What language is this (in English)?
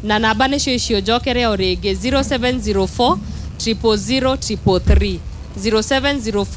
Kikuyu